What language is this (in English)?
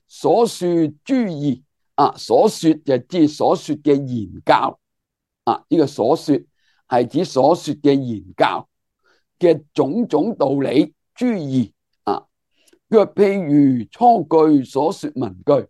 Cantonese